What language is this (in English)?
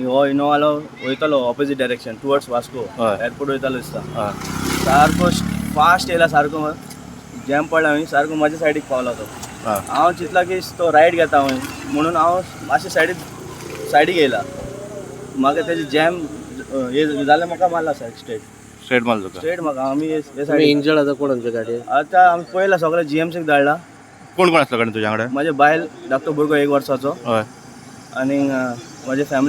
Konkani